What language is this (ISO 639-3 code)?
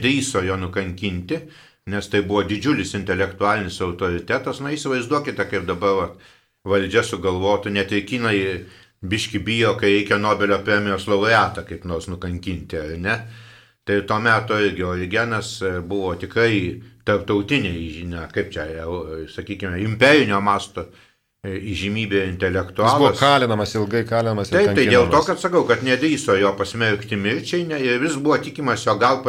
lit